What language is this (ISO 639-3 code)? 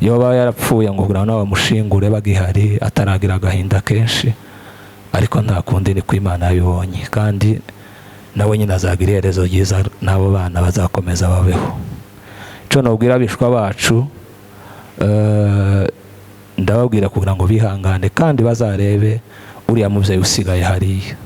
kin